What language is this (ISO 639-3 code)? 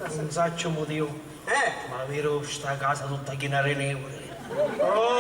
scn